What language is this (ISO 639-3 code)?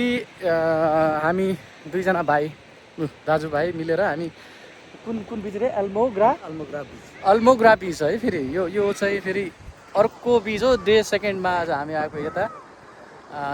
nep